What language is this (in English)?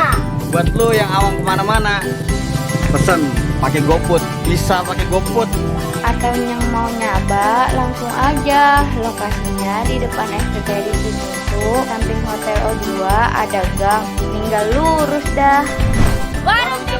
Betawi